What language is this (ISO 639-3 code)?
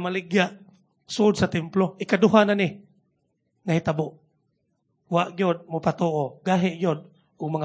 ceb